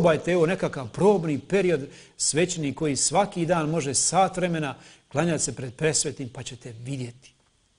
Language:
Croatian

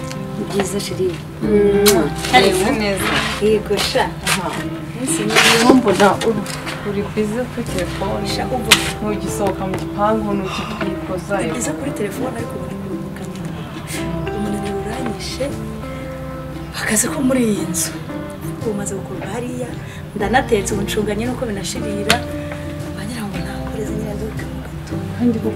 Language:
Kinyarwanda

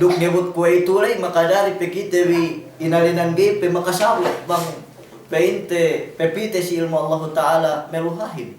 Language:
Yakan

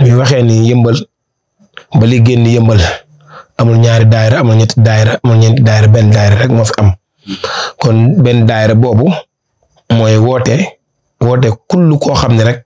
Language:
Wolof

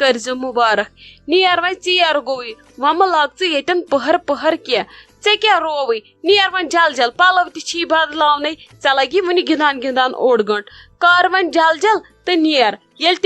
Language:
Kashmiri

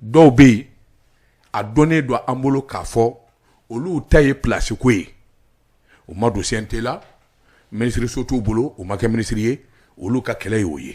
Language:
Bambara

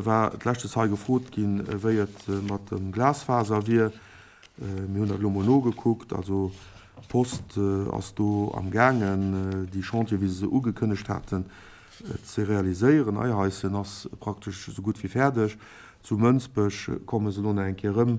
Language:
Luxembourgish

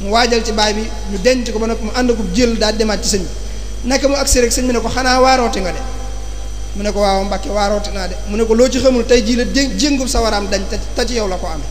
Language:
Wolof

